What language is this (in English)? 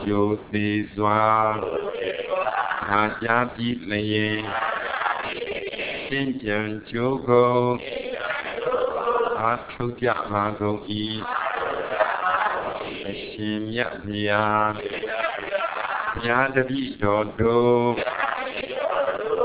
Burmese